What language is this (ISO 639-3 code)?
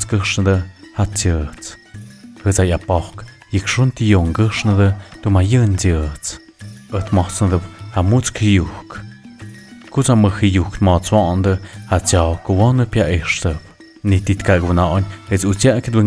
mxp